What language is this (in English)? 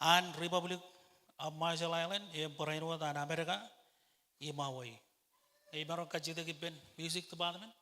Marshallese